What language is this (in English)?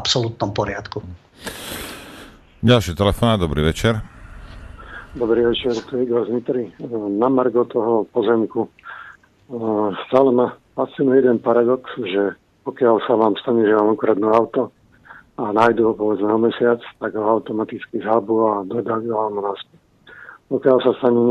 Slovak